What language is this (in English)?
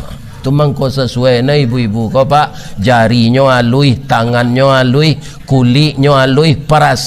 Minangkabau